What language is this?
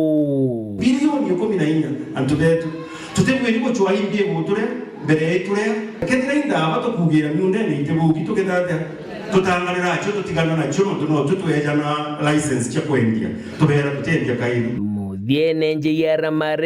Meru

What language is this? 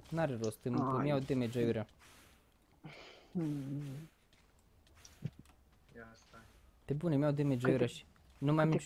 Romanian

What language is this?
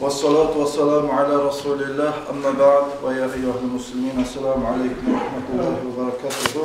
Kumyk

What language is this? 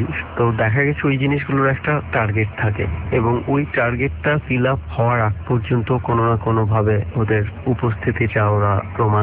Bangla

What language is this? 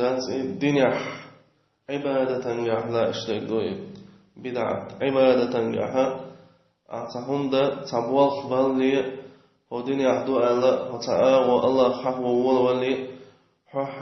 Chechen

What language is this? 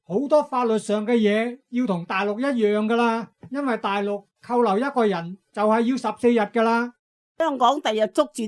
Cantonese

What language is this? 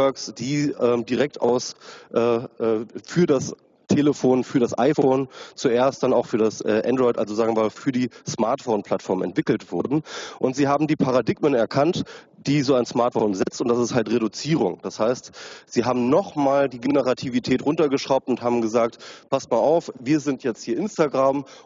German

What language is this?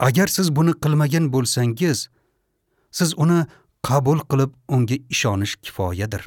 Uzbek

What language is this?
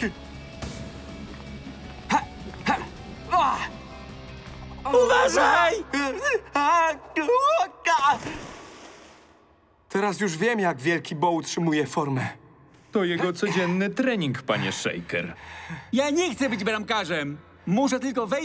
Polish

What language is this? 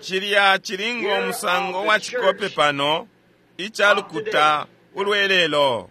Bemba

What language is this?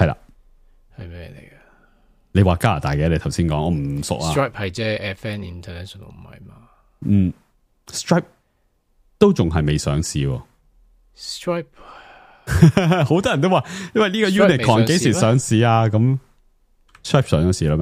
Cantonese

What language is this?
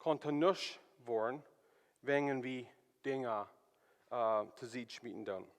Plautdietsch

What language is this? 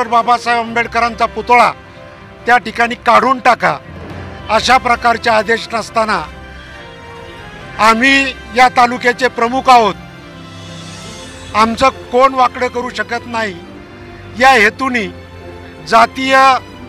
Marathi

